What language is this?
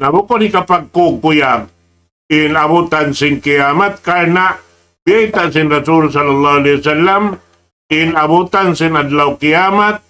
Tausug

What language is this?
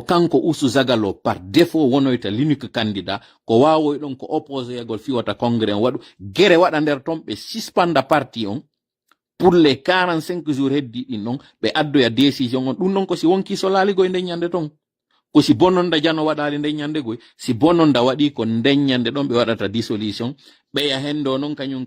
Pular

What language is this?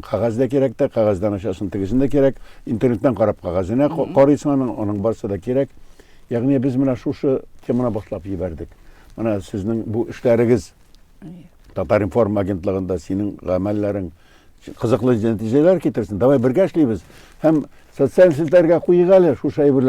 Tatar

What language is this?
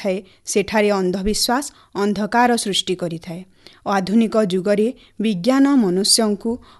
Odia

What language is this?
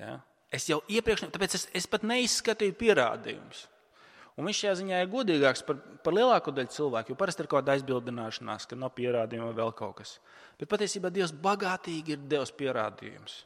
Latvian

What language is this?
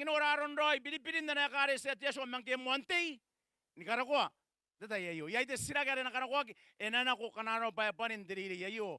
Gilbertese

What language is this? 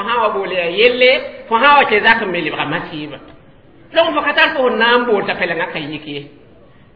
Mossi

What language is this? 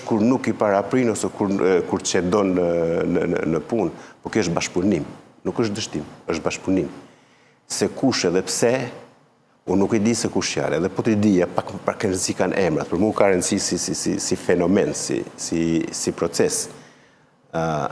Albanian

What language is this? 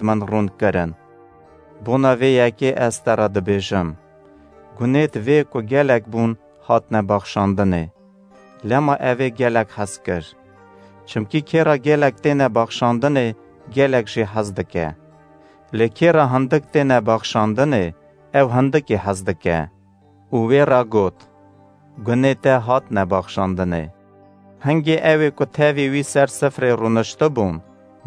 Kurdish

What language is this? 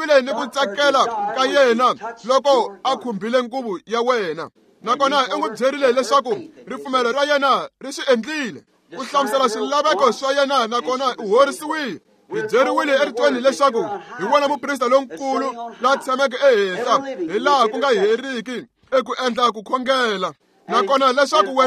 Tsonga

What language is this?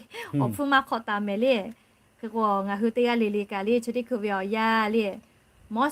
Lahu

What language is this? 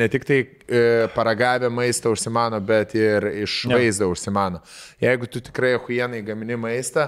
Lithuanian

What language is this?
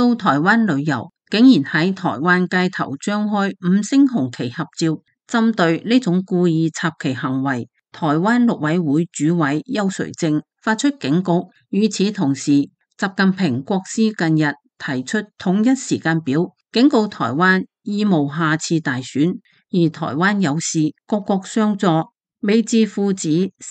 Cantonese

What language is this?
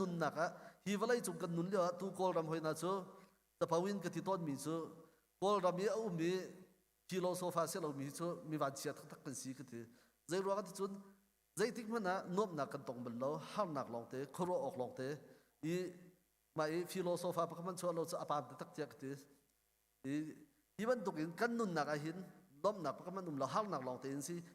Hakha Chin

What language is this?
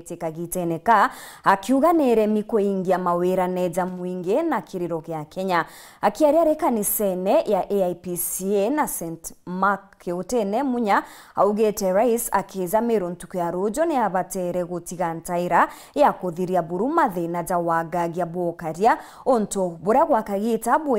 Meru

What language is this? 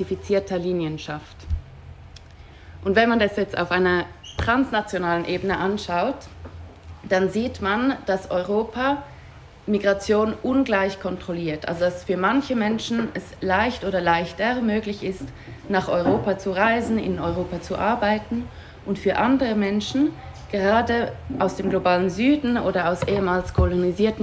German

